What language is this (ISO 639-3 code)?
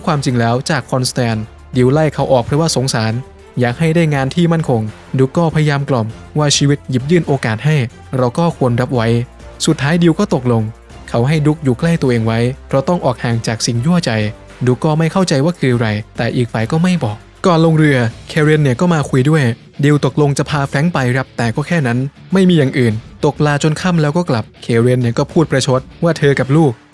tha